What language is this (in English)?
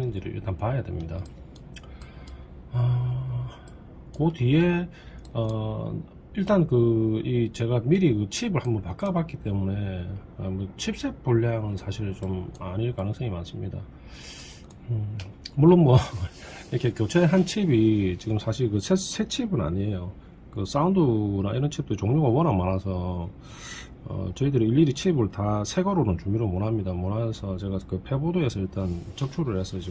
Korean